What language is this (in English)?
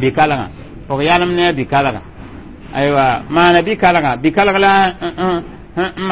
Mossi